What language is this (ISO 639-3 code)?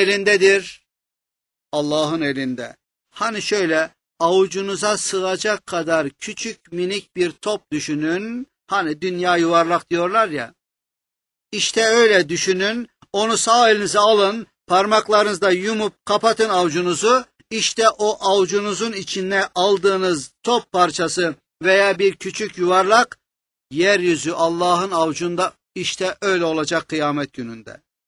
tur